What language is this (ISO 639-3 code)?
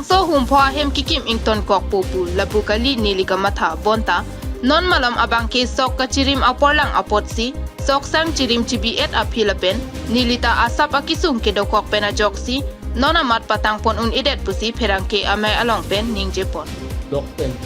mjw